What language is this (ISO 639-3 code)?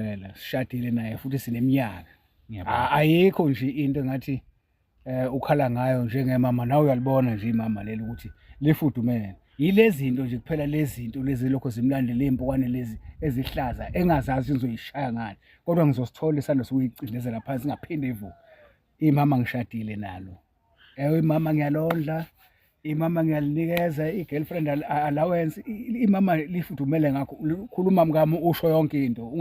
zul